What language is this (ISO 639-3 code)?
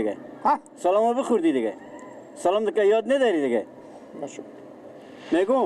fas